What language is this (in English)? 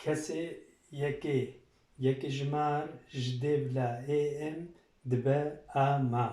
Kurdish